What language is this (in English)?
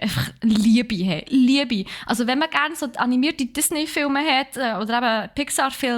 Swiss German